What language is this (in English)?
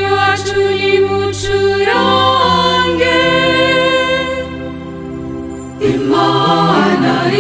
Kinyarwanda